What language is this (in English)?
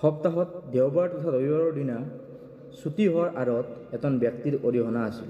Assamese